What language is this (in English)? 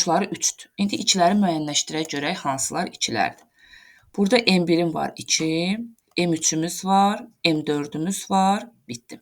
Azerbaijani